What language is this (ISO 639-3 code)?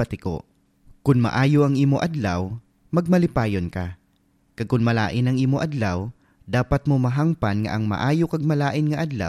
hil